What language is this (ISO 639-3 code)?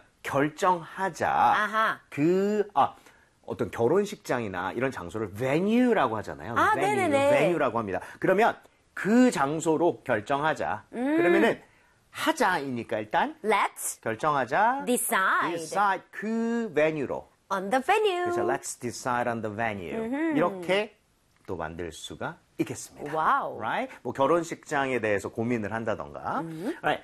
kor